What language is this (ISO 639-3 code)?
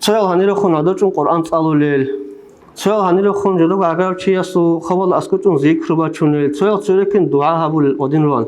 ava